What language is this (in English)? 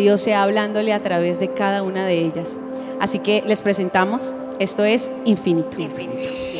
Spanish